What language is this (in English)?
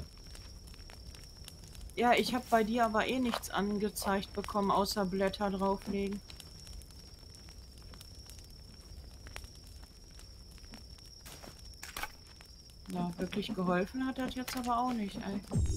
German